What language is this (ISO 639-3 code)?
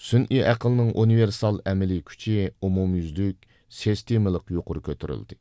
uig